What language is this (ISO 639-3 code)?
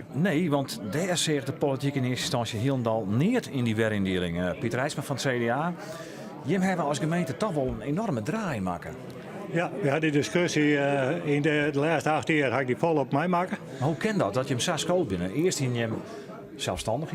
fry